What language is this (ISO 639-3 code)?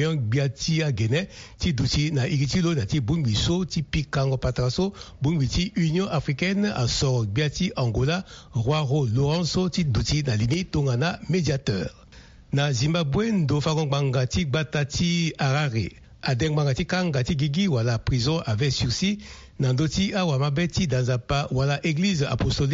sag